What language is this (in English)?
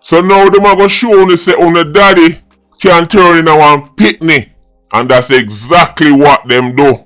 Jamaican Creole English